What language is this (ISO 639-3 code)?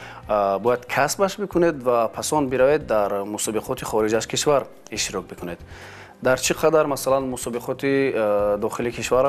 tgk